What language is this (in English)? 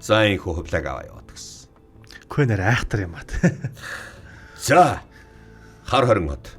Mongolian